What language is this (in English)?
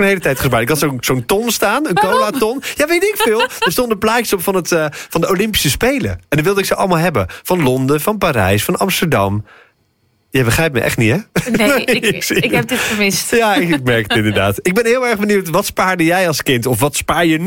Dutch